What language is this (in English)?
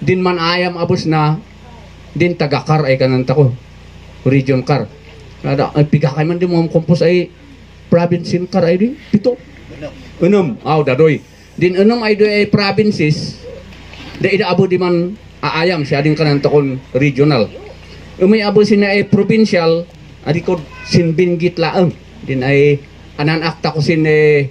Kankanaey